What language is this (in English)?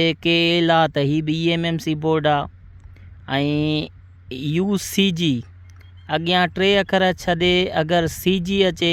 Sindhi